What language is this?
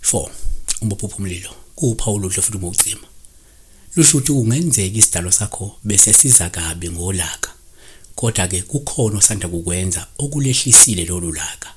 Zulu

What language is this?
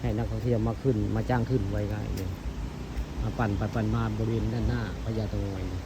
Northeastern Thai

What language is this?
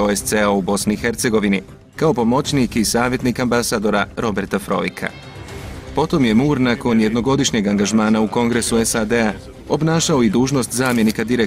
Bosnian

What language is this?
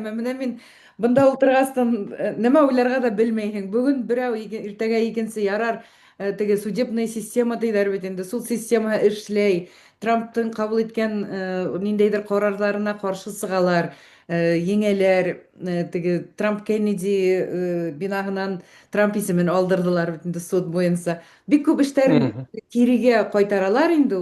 Bashkir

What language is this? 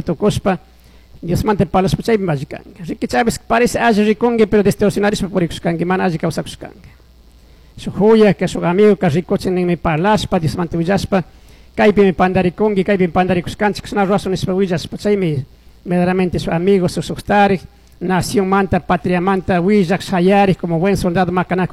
Chimborazo Highland Quichua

